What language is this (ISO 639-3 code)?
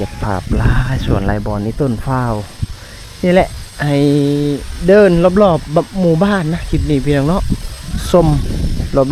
lao